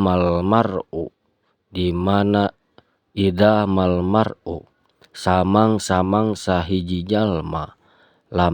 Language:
Sundanese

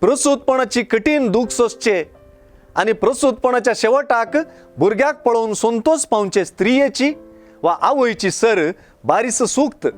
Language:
Konkani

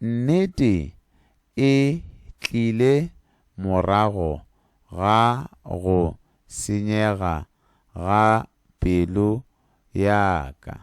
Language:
Tswana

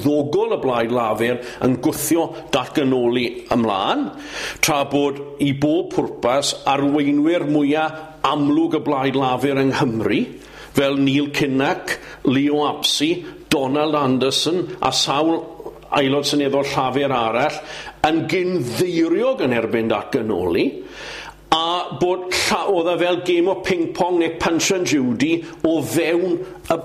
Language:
Welsh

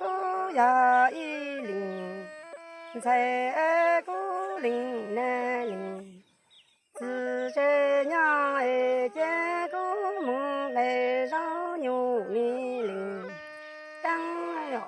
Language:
Hmong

